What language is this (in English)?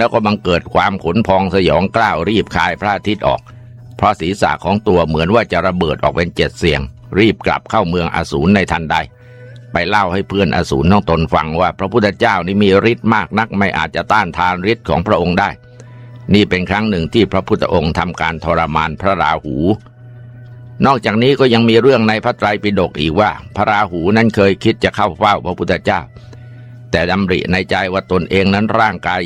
Thai